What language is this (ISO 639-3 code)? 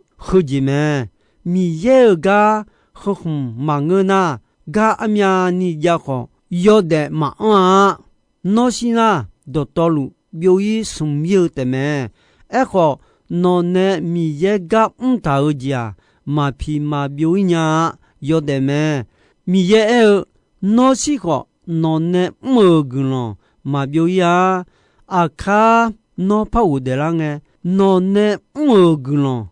ahk